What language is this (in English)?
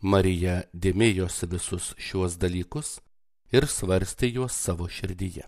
Lithuanian